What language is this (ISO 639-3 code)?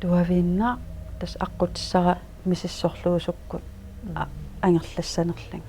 kal